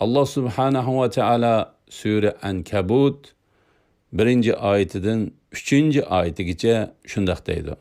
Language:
Uyghur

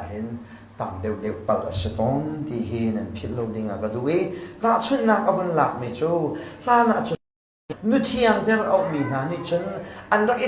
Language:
Hakha Chin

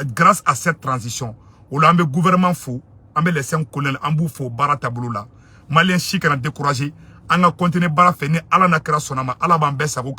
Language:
Bambara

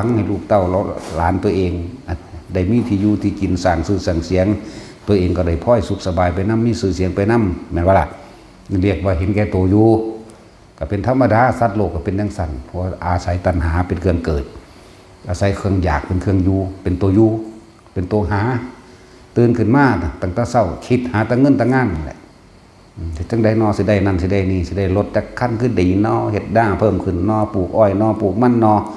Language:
Northeastern Thai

